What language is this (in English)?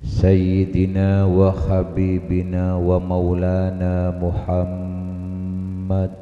Madurese